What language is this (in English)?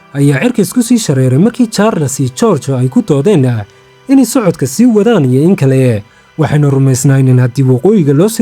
Somali